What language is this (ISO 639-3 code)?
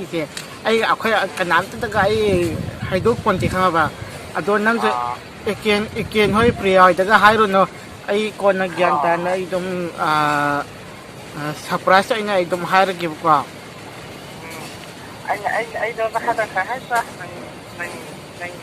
mni